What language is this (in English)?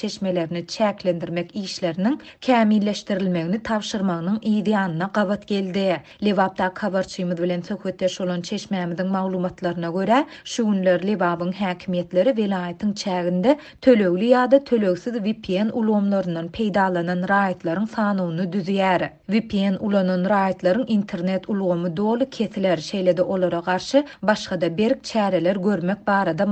Turkmen